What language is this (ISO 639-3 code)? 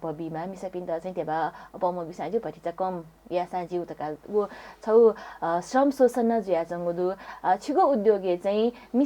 new